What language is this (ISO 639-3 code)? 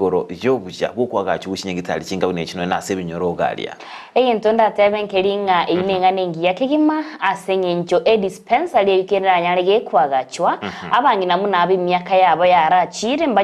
guz